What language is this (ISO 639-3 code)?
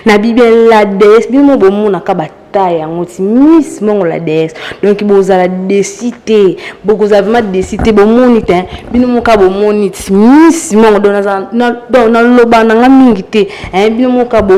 lin